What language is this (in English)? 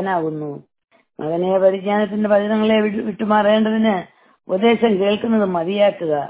Malayalam